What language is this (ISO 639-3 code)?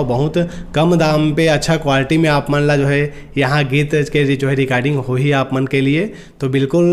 hne